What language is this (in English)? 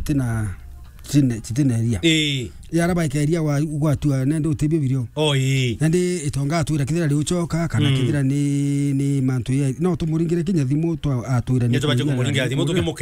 Meru